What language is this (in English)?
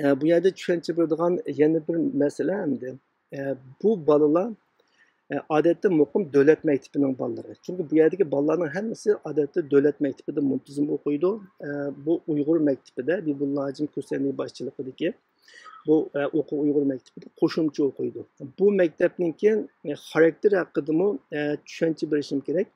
Uyghur